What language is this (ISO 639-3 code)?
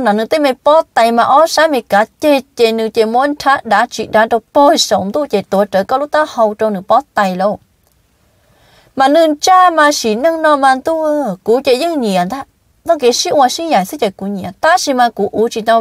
vie